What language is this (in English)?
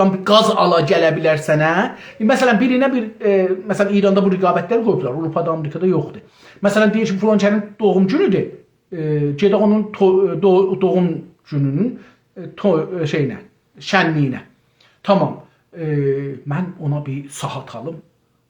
South Azerbaijani